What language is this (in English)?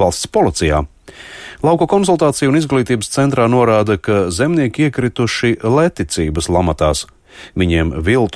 Latvian